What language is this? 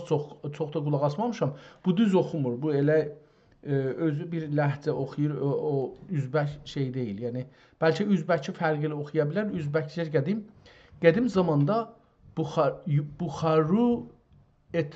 South Azerbaijani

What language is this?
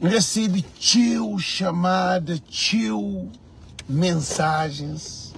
Kabuverdianu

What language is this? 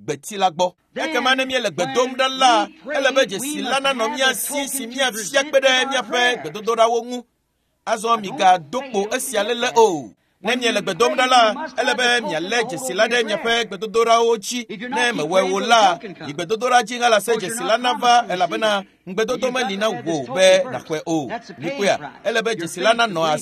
Ewe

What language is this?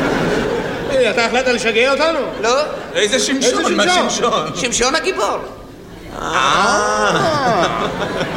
Hebrew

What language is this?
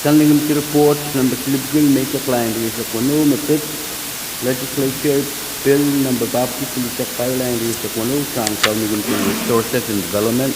Pohnpeian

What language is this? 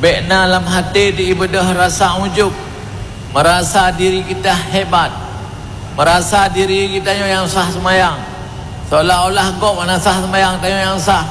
Achinese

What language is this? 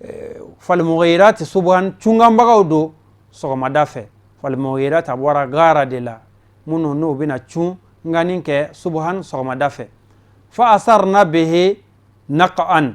Bambara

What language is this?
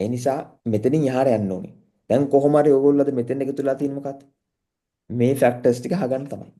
Sinhala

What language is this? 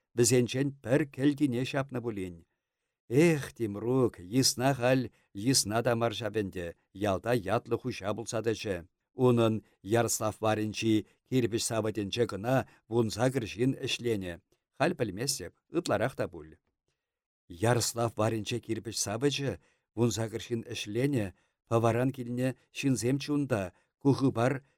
Chuvash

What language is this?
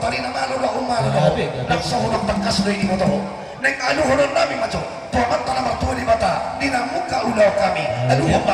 Batak Toba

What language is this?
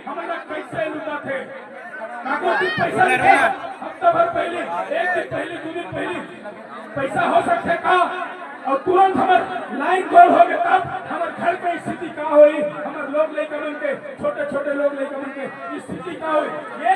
Chhattisgarhi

